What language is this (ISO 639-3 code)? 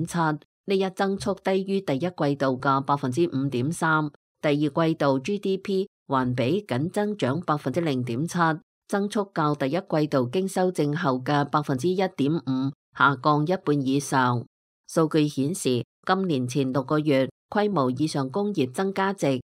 yue